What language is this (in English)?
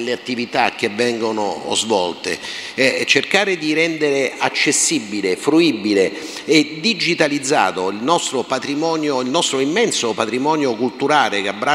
Italian